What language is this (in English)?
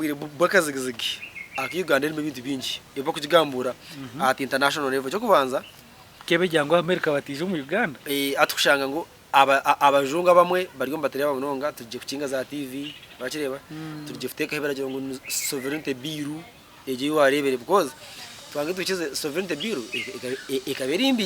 Nyankole